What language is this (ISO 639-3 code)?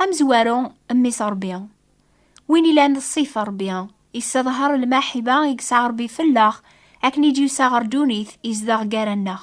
kab